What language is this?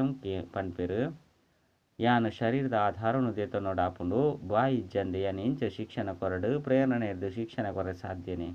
Tulu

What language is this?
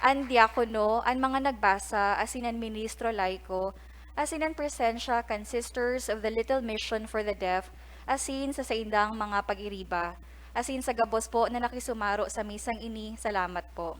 Bikol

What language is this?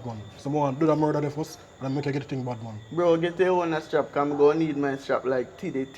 Jamaican Creole English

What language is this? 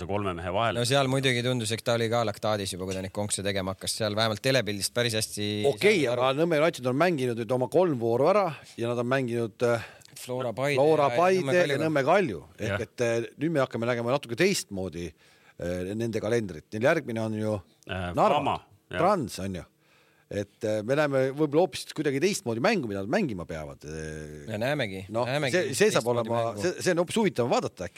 Estonian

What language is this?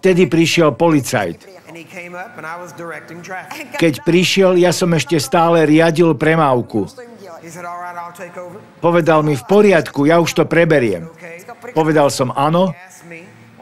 Slovak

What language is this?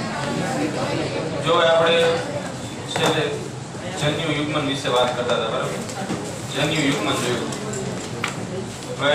Gujarati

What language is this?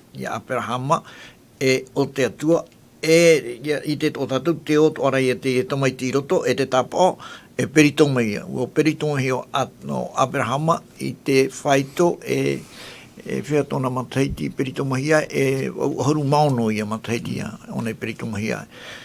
Tahitian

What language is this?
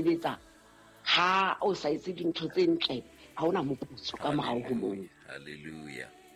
Southern Sotho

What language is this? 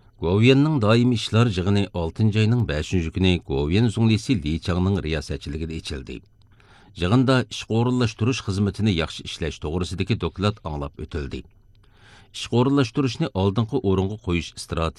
Uyghur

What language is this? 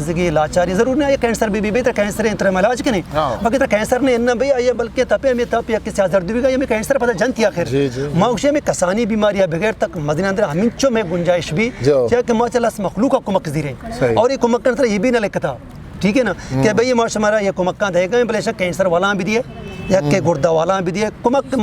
Eastern Balochi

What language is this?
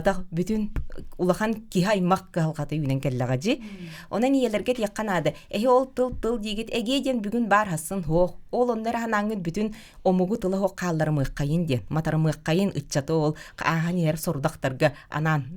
Yakut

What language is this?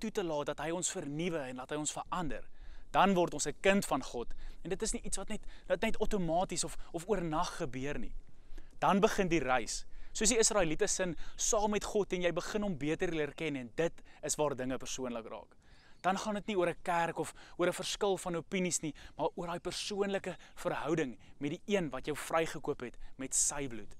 Afrikaans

